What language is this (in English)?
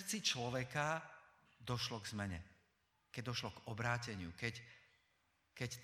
Slovak